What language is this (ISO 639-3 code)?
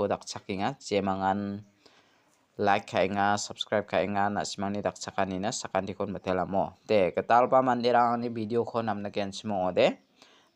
grt